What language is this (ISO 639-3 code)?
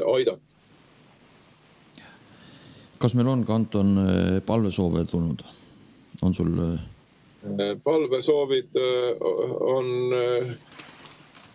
est